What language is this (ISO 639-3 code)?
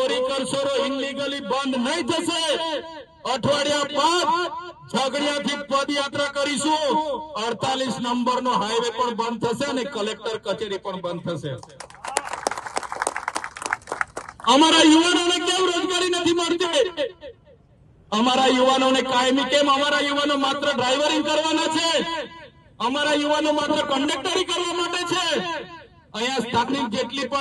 guj